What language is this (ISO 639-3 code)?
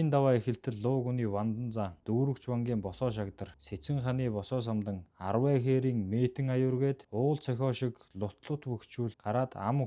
mon